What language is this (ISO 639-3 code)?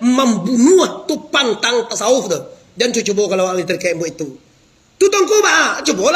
min